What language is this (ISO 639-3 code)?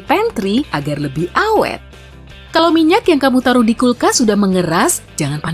ind